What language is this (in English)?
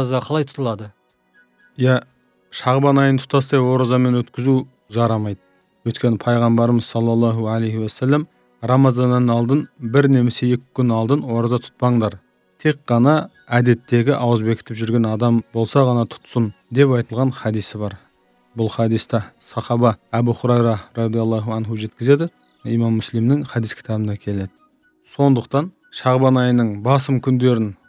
Kazakh